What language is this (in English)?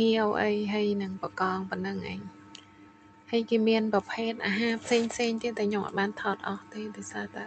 Khmer